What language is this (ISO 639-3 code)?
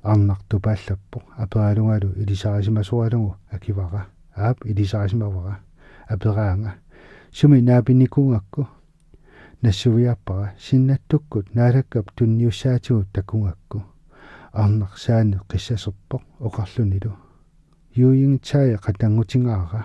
kal